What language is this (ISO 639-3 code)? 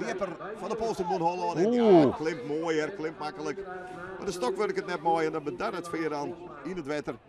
fry